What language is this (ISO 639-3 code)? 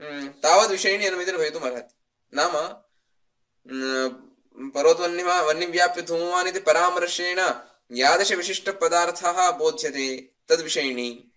san